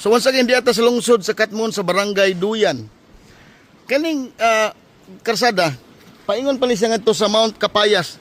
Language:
Cebuano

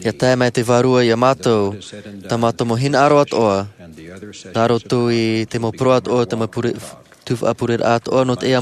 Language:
Tahitian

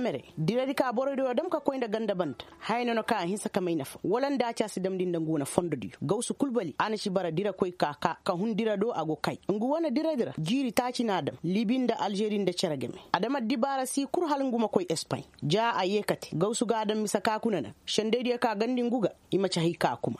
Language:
Koyraboro Senni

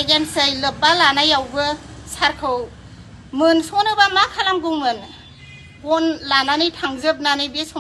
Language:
Bodo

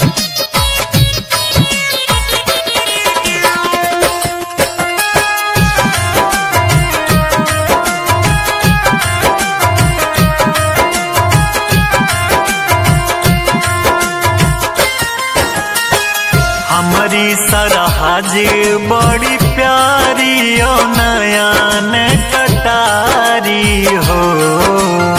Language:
Bhojpuri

